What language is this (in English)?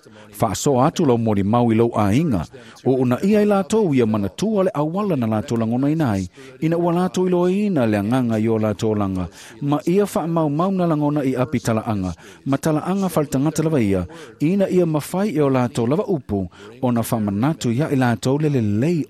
Samoan